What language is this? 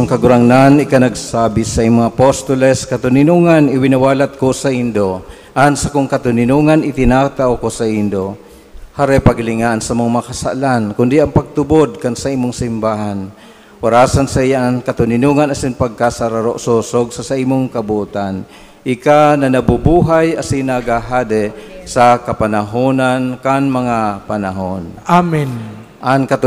Bikol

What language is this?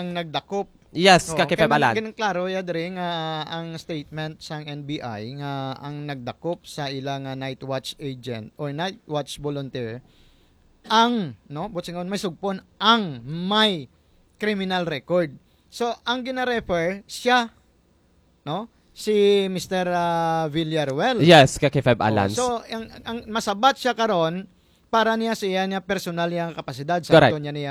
Hiligaynon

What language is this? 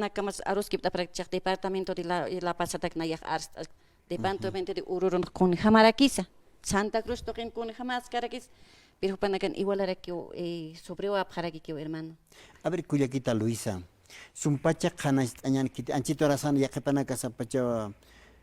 Aymara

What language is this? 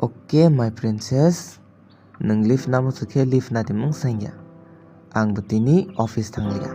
Kok Borok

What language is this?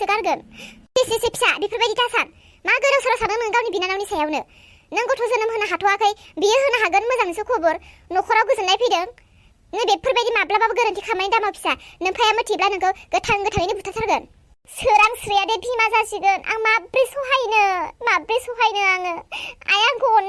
Bodo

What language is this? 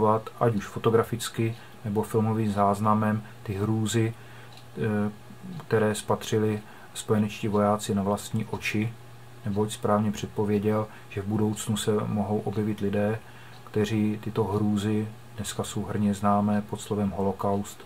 Czech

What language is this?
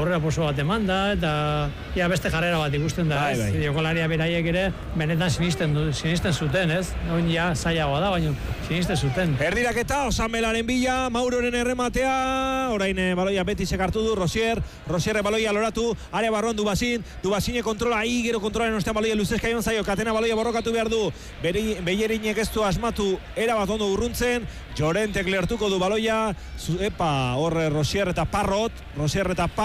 Basque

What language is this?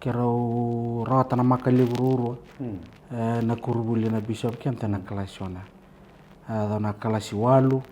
Fijian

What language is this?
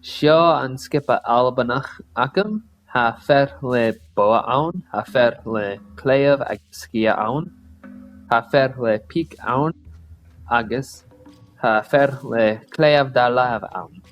Scottish Gaelic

